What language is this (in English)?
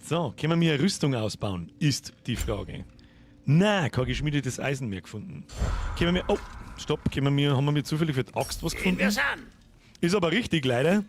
Bavarian